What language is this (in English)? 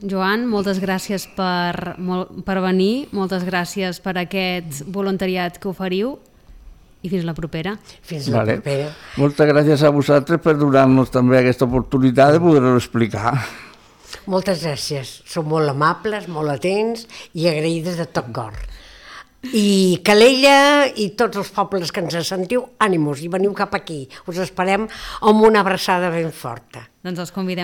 Catalan